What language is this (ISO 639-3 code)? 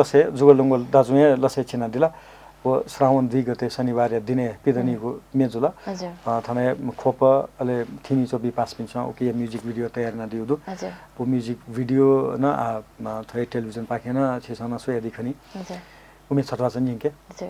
new